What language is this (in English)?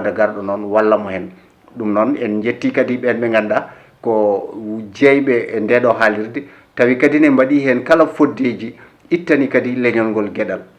Fula